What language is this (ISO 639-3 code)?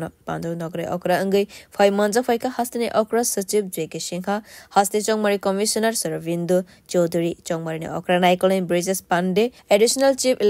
trp